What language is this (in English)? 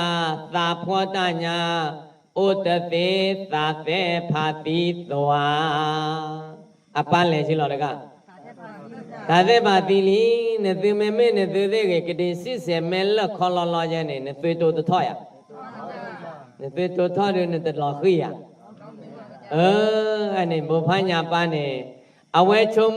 S'gaw Karen